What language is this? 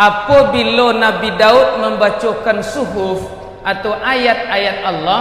Minangkabau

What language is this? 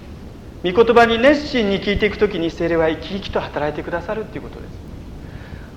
Japanese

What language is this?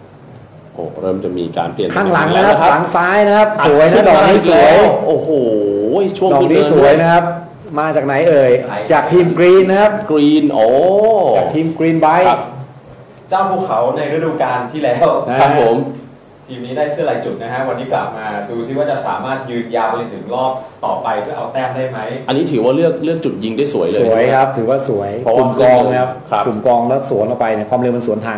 Thai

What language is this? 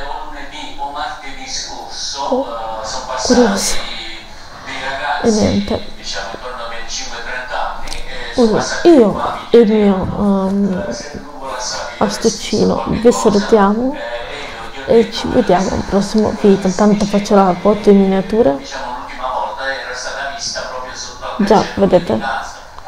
Italian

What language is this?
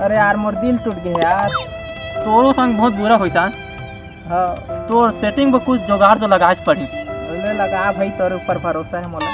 Chhattisgarhi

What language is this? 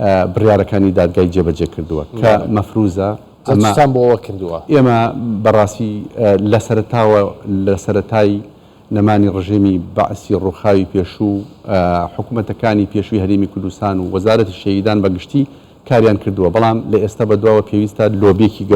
Central Kurdish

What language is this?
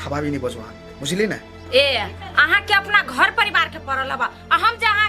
Maithili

